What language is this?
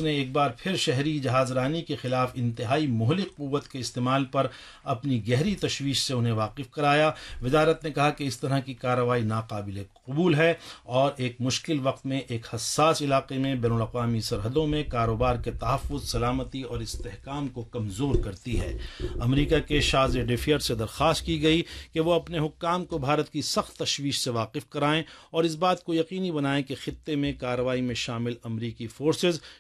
Urdu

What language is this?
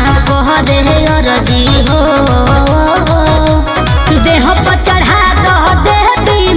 Bhojpuri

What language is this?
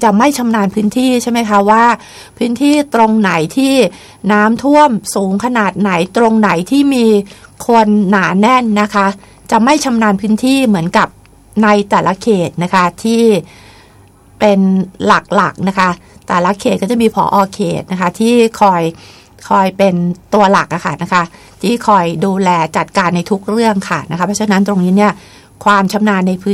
Thai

